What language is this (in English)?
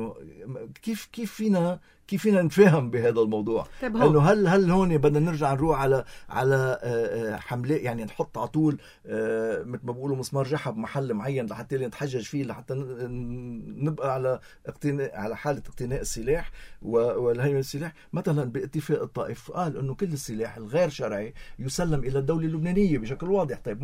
North Levantine Arabic